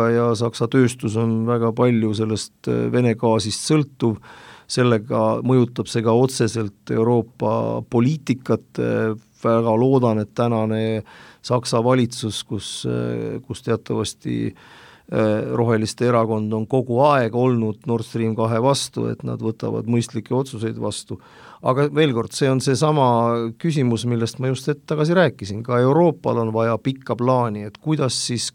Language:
Estonian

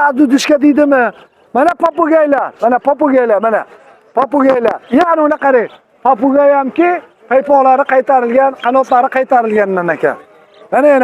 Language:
Uzbek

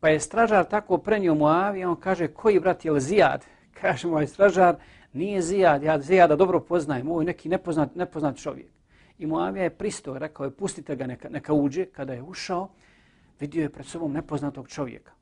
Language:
Bosnian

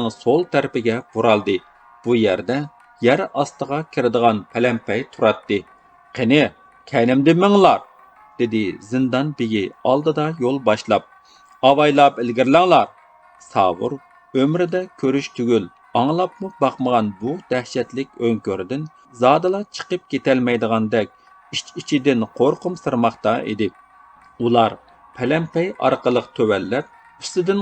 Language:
Uyghur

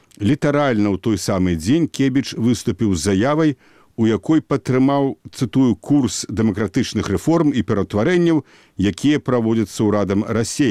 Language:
Belarusian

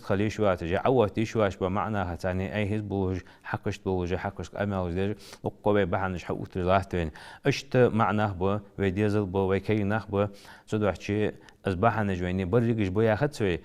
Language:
Ingush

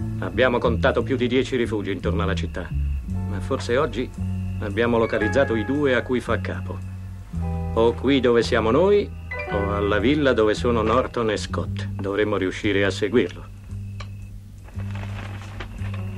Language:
Italian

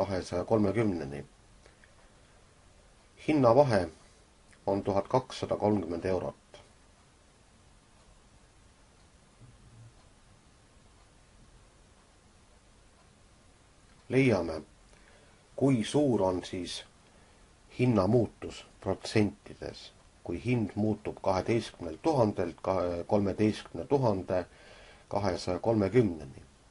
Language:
Estonian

